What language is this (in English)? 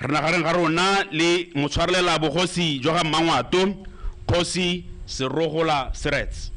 Tswana